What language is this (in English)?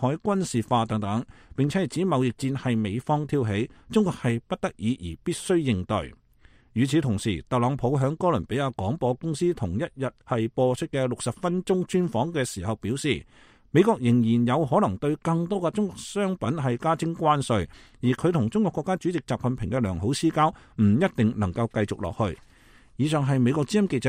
Cantonese